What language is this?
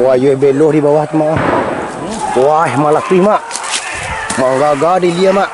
Minangkabau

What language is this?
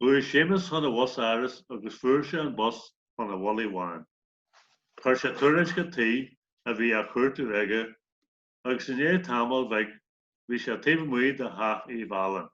Irish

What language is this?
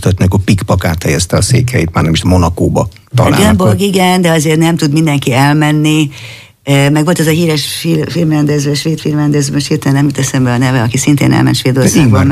Hungarian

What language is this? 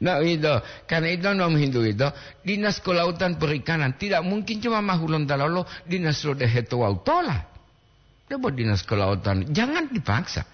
Gorontalo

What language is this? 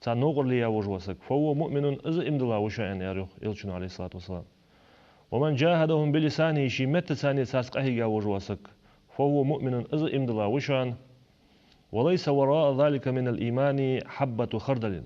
Ingush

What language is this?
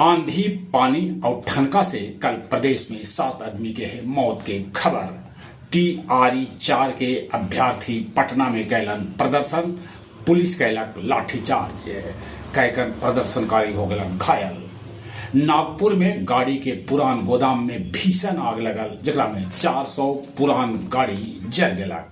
Magahi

